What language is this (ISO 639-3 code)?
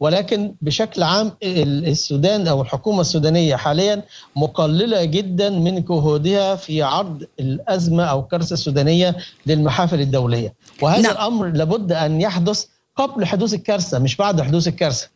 apd